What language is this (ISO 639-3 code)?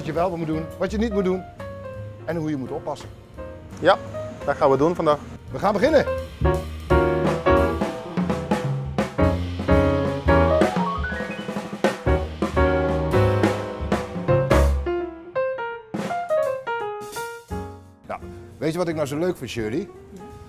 nld